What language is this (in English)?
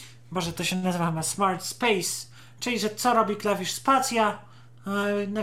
Polish